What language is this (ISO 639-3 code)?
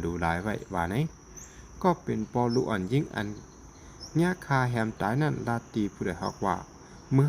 shn